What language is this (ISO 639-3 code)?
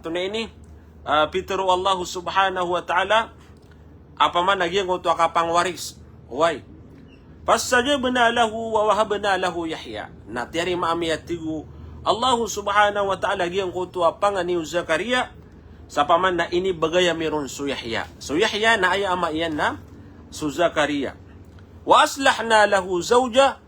mrw